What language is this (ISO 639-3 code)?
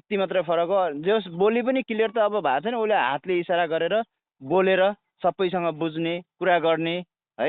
nep